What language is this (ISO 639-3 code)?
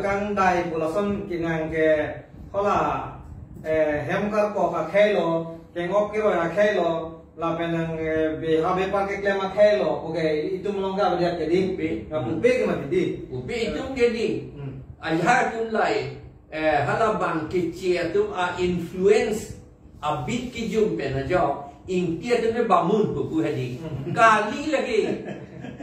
mjw